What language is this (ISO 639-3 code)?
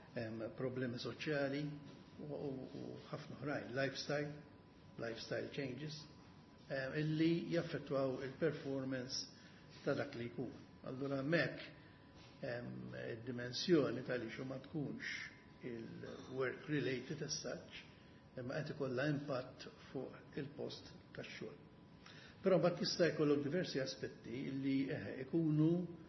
mlt